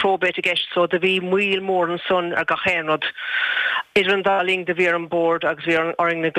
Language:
Irish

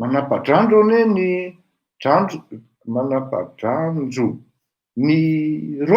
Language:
Malagasy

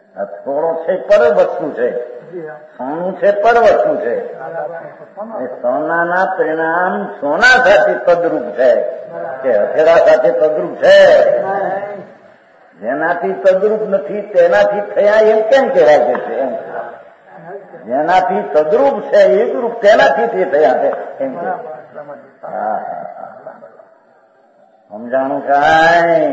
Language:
Gujarati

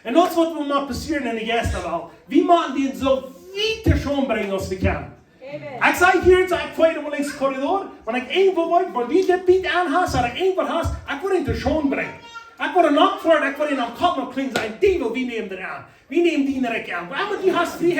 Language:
Plautdietsch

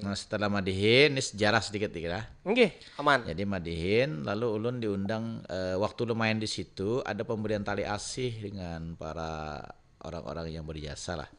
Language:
Banjar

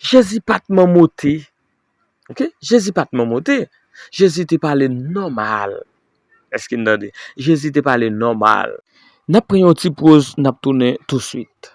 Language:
Haitian Creole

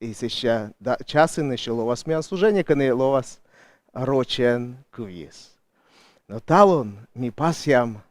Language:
Komi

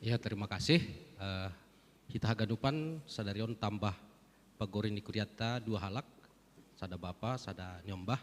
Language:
Batak Simalungun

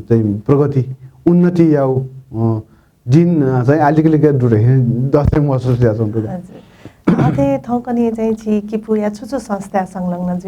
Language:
Newari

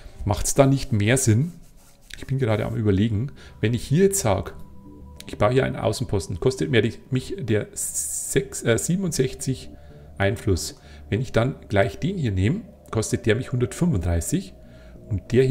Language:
German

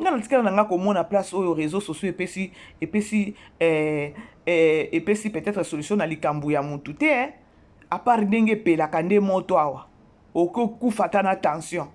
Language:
Lingala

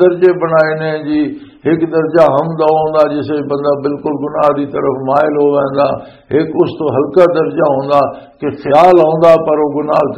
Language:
Western Panjabi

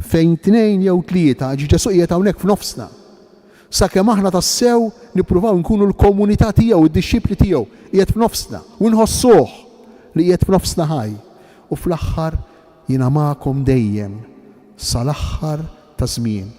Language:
Maltese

